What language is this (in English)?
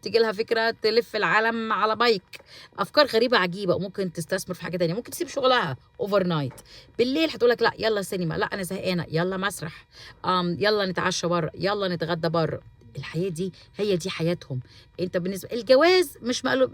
Egyptian Arabic